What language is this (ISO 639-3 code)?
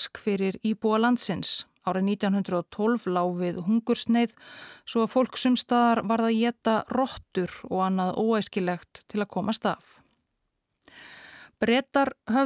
isl